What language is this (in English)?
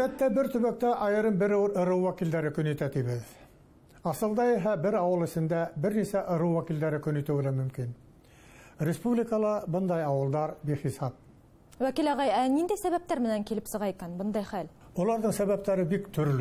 Bashkir